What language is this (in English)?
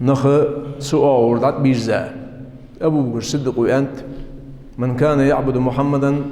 Ingush